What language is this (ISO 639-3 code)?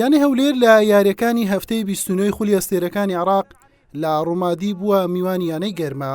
ckb